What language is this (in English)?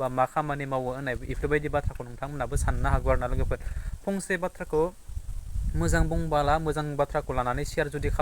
Bodo